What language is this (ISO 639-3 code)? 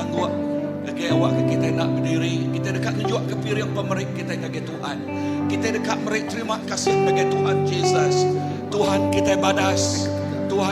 iba